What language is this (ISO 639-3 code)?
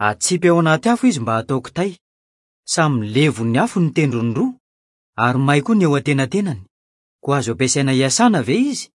mlg